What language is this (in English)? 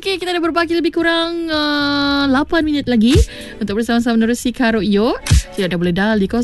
Malay